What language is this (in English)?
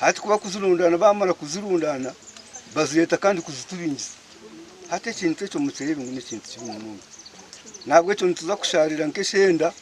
Nyankole